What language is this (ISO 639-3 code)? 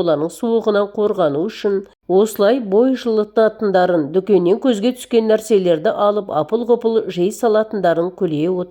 kaz